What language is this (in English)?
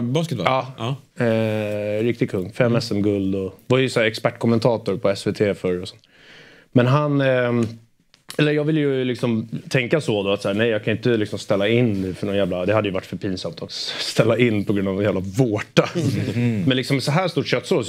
Swedish